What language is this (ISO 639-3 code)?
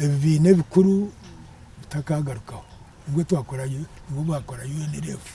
nyn